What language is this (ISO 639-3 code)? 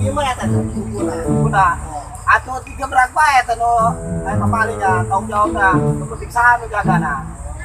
sun